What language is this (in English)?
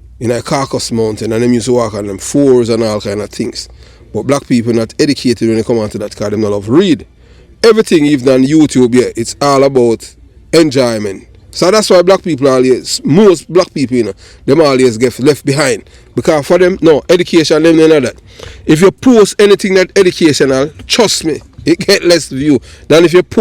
Jamaican Creole English